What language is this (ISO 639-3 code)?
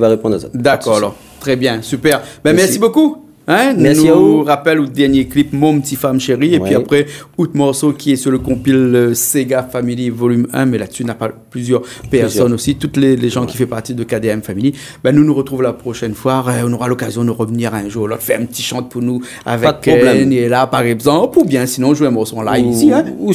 rcf